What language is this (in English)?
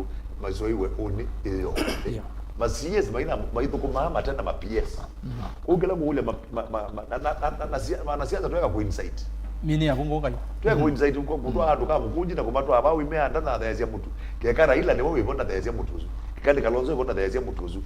Kamba